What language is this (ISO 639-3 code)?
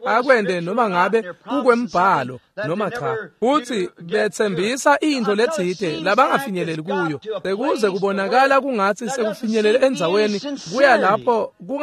ssw